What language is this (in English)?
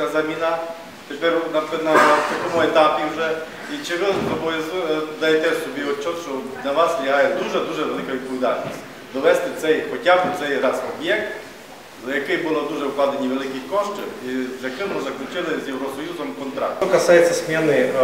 Ukrainian